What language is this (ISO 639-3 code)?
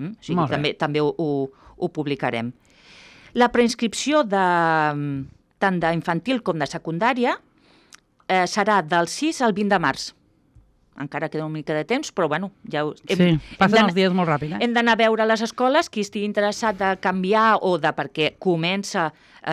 cat